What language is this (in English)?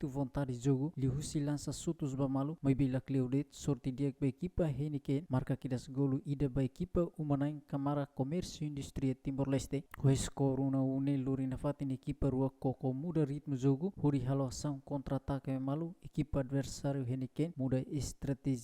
Tetum